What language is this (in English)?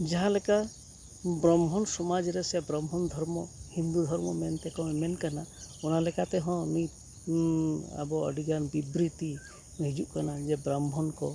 Santali